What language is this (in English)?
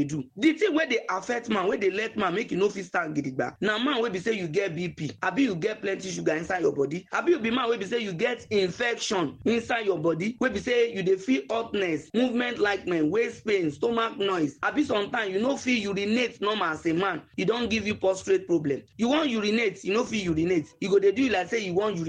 Nigerian Pidgin